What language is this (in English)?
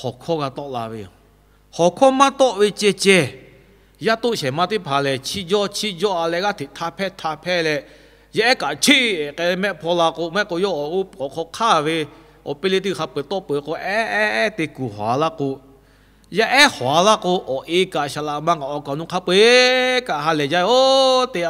Lahu